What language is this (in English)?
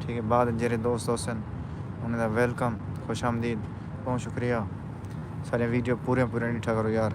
Saraiki